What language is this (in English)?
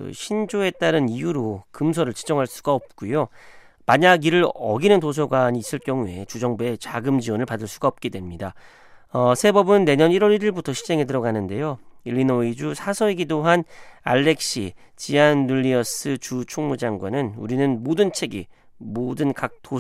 Korean